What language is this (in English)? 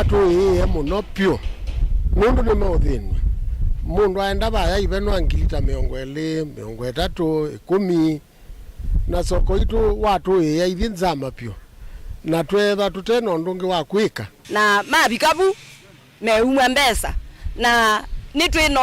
Kamba